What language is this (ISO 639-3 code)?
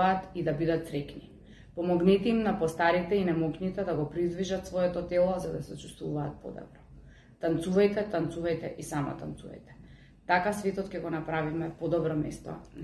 mkd